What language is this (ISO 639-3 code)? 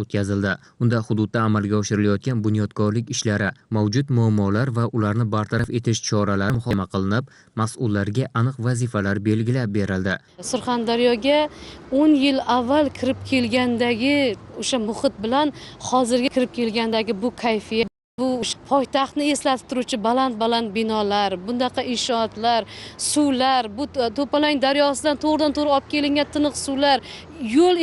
uzb